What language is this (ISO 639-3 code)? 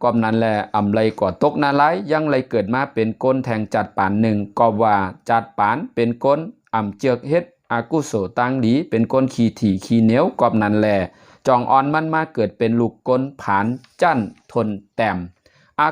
shn